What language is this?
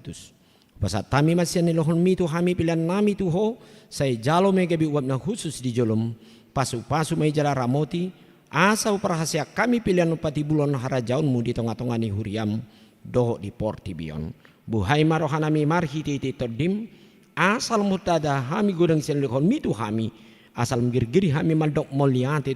Batak Toba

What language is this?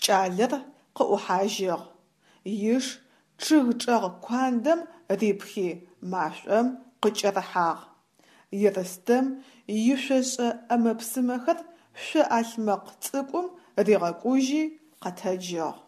Adyghe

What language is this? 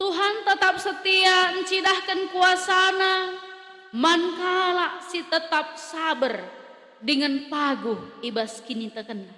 Batak Karo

